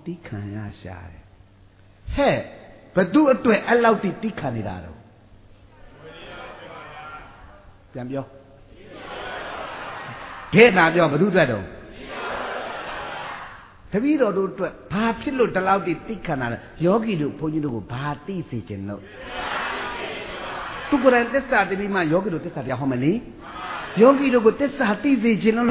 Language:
Burmese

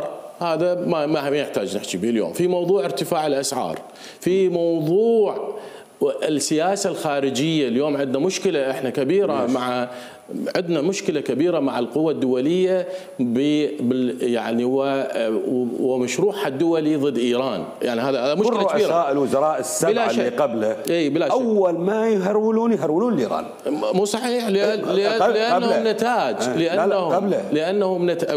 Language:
Mesopotamian Arabic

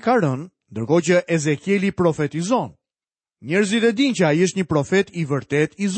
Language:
Albanian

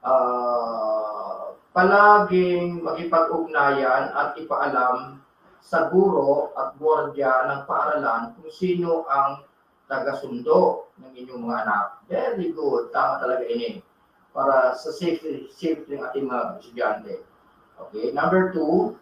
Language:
Bikol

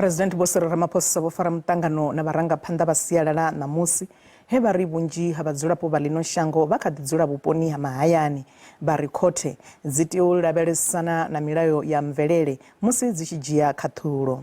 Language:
Venda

